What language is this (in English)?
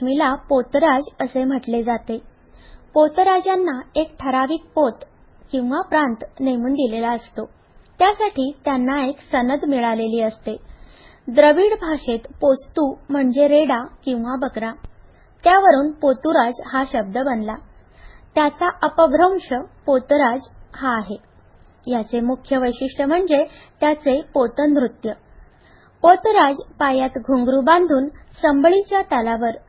Marathi